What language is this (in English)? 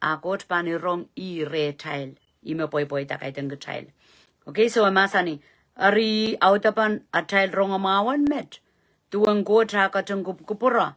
Pohnpeian